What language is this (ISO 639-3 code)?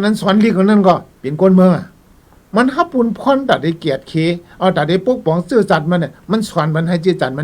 shn